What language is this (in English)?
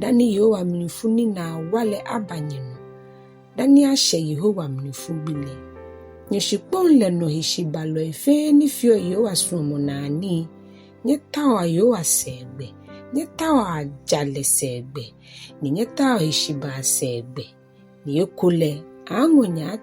Ga